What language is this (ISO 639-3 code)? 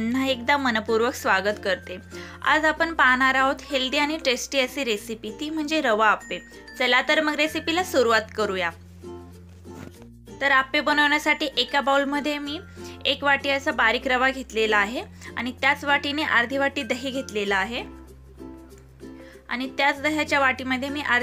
mar